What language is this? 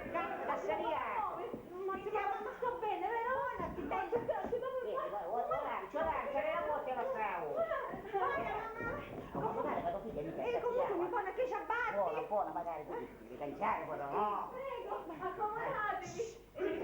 Sicilian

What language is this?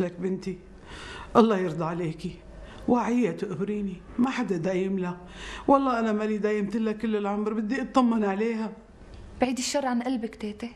North Levantine Arabic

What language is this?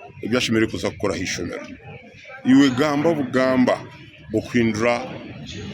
Nyankole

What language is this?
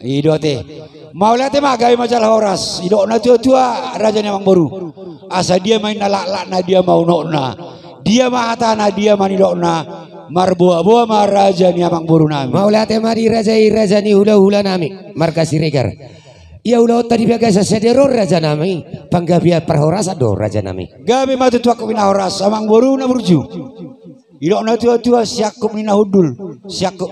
Batak Toba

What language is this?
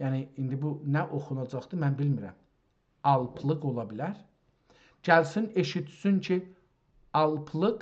South Azerbaijani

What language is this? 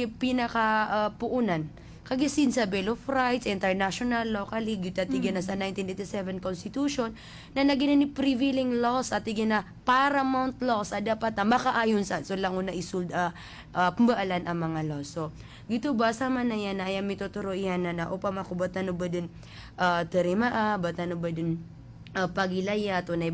Maranao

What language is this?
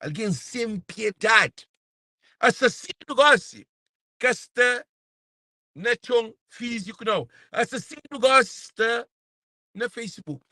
Kabuverdianu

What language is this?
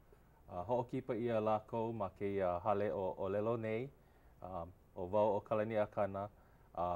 Hawaiian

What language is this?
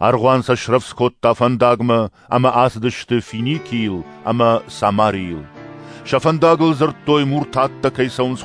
Ossetic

